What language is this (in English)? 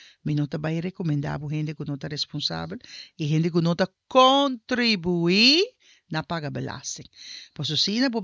Papiamento